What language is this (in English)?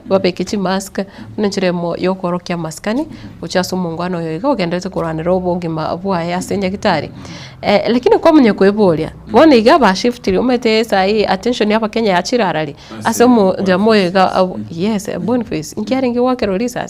Gusii